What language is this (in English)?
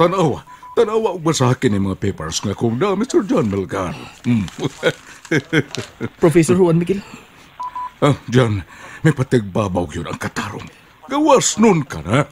Cebuano